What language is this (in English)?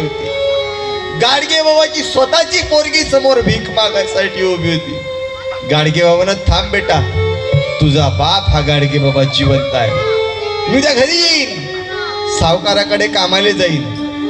Marathi